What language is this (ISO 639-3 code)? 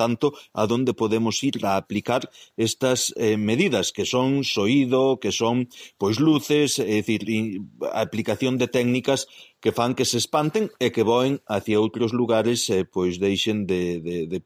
glg